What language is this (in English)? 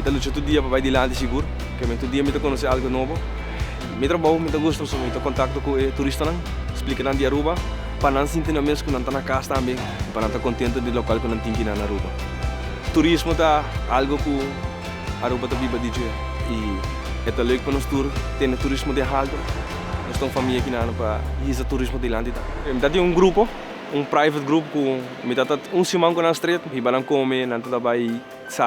Papiamento